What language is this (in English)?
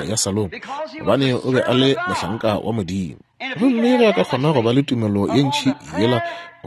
Northern Sotho